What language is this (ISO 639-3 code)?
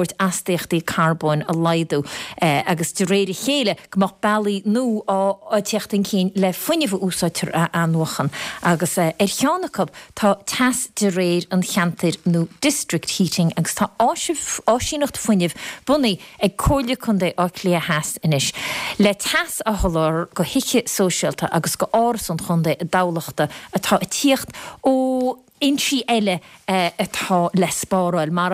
gle